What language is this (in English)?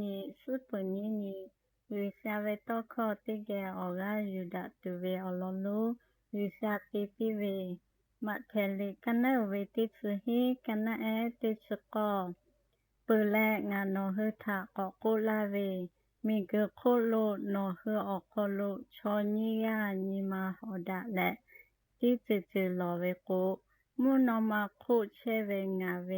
Lahu